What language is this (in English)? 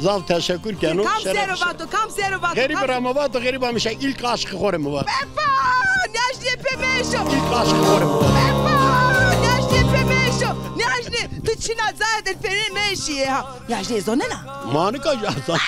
Zaza